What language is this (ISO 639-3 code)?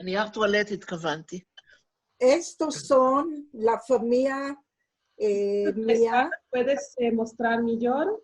lad